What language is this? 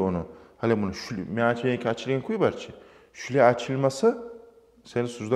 Kumyk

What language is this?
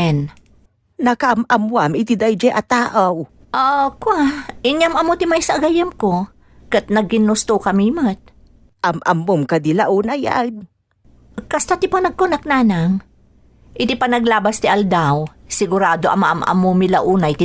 Iloko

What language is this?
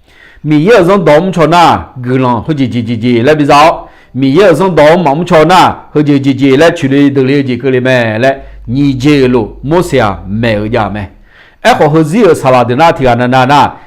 Akha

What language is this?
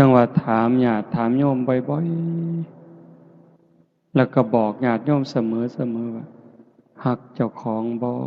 Lao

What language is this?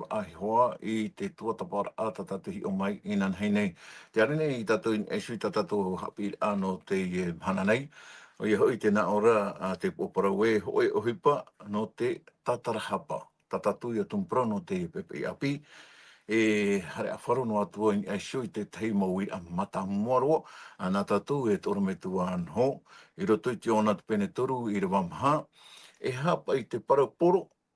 Tahitian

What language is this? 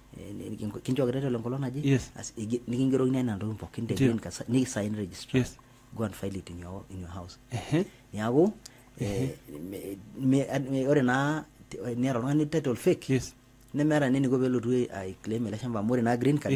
Masai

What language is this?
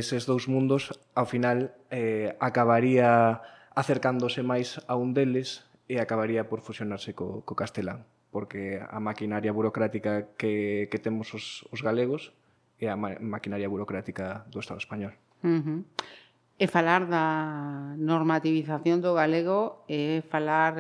Galician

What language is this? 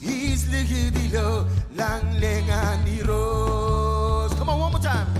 Marshallese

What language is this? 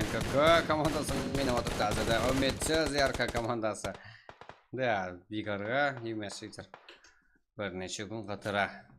Kara-Kalpak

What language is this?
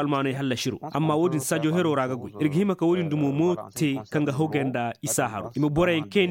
Koyraboro Senni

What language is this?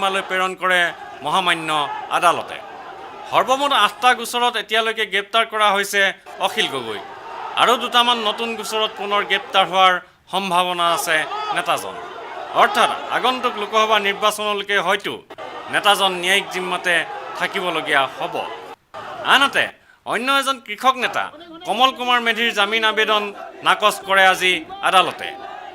Assamese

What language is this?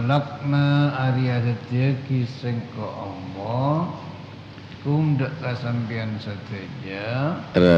Madurese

